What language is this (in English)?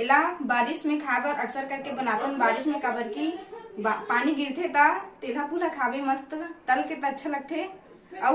Chhattisgarhi